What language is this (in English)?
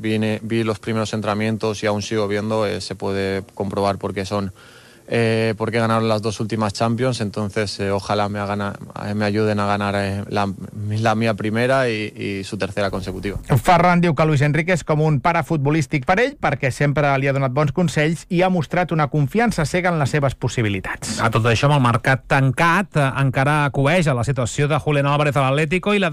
Catalan